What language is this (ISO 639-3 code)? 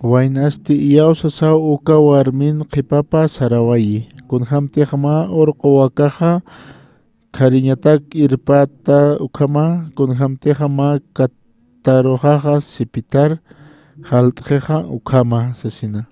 aym